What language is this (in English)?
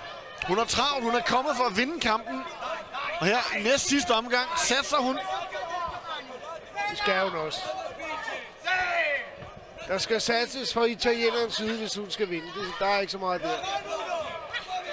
Danish